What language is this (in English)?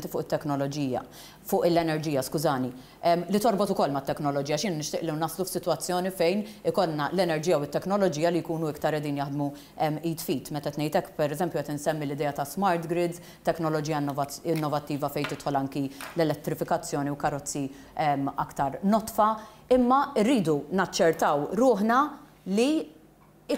Maltese